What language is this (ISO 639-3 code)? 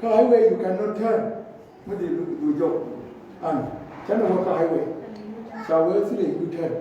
nus